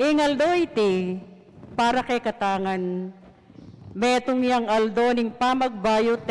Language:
Pampanga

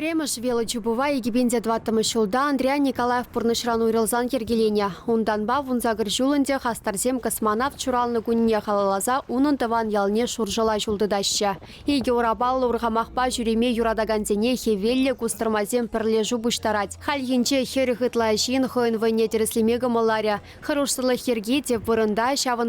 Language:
Chuvash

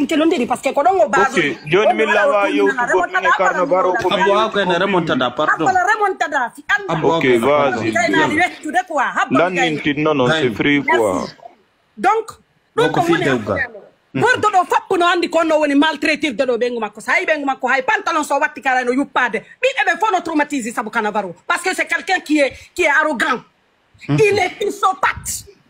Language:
Pular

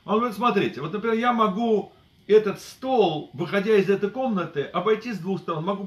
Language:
Russian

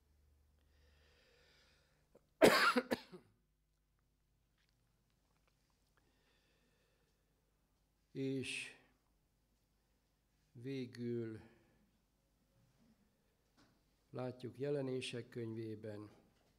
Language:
Hungarian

